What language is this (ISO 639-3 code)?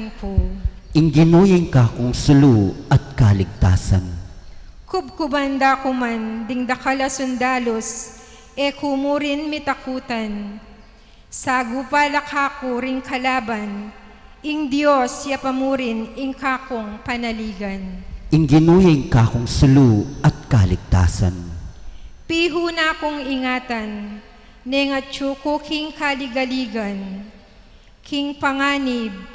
pam